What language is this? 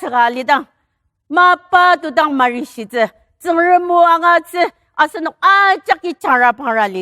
Ao Naga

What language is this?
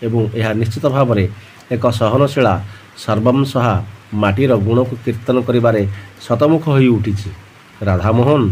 Odia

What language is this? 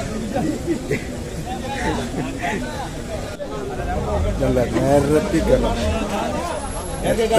Malayalam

